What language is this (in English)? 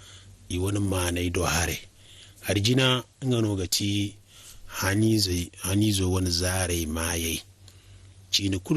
Zarma